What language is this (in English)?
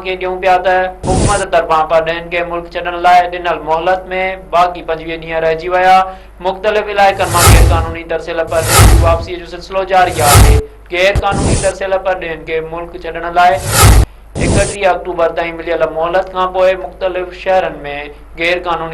Sindhi